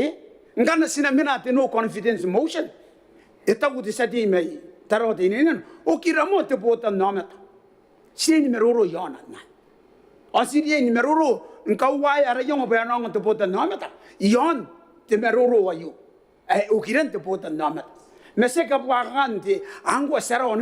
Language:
Gilbertese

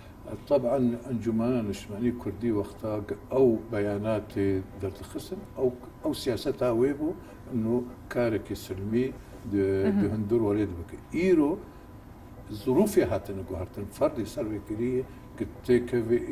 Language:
Kurdish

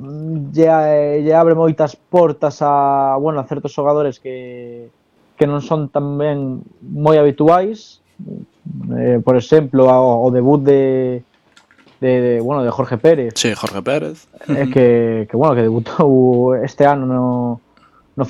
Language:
Galician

